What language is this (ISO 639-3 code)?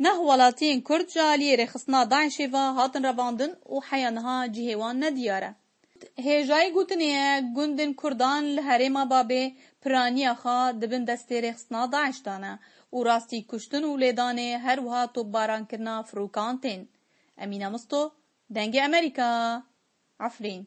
kur